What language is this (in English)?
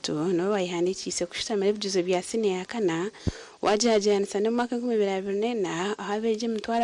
Nyankole